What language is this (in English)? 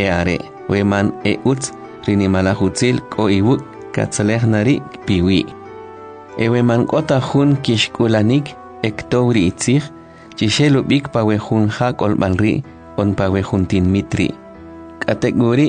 Kʼicheʼ